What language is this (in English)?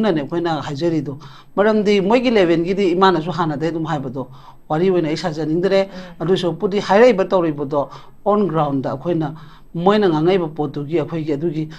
Manipuri